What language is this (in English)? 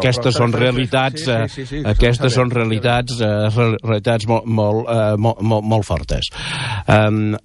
Catalan